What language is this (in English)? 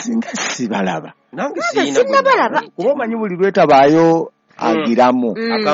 Ganda